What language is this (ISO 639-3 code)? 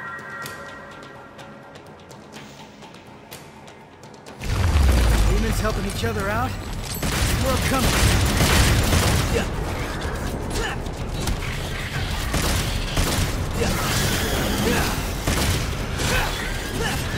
eng